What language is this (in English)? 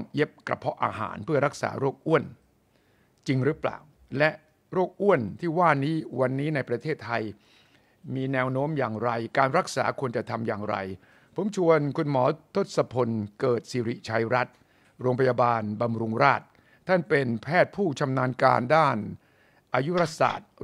Thai